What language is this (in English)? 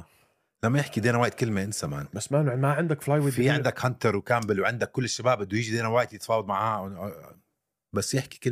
North Levantine Arabic